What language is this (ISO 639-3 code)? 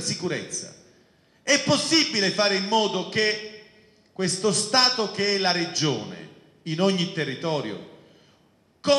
ita